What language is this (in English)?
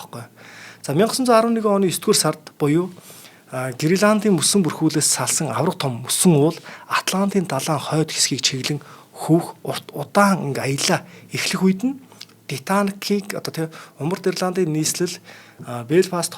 Mongolian